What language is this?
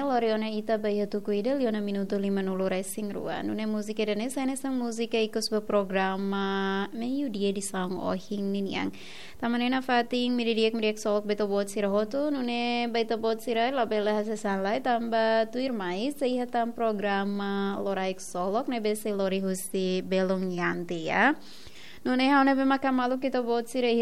Tetum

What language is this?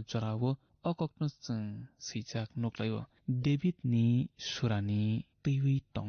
Kok Borok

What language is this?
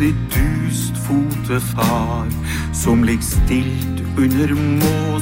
Norwegian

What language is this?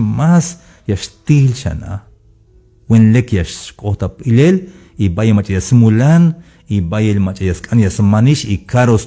Tzeltal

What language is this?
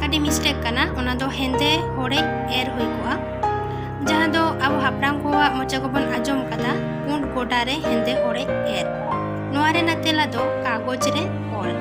Santali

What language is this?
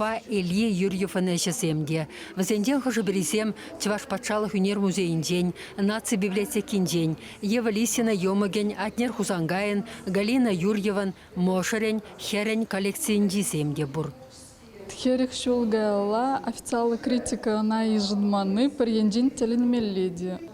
Chuvash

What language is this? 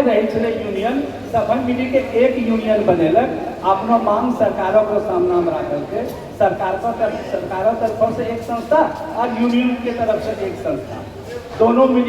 Angika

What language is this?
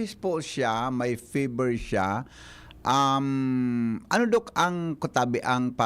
Bikol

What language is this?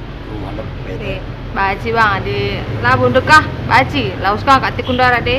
Batak Karo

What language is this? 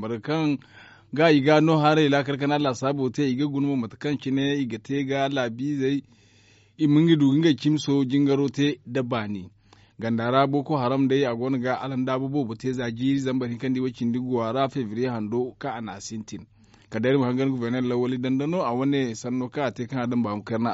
Zarma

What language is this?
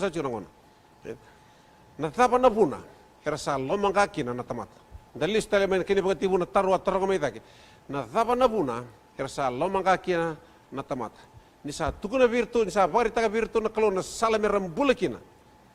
Fijian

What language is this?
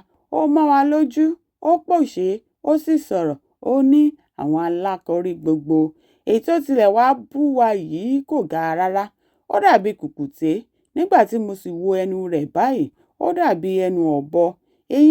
Yoruba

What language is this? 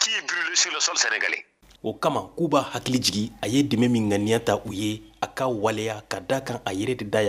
Bambara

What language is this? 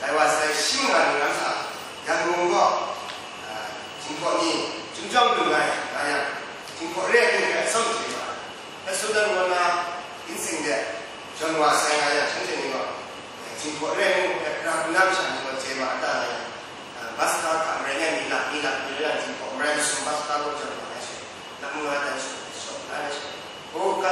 Kachin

